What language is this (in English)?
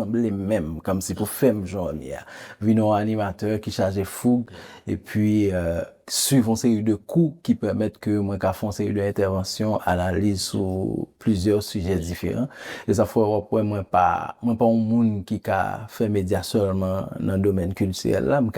Haitian Creole